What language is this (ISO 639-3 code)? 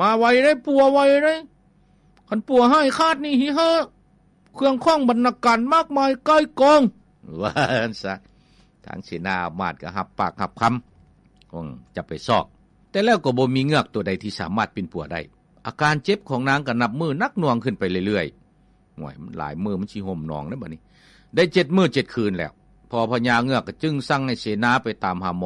lao